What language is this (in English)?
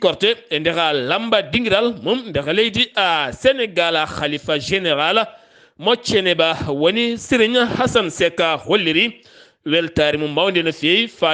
Fula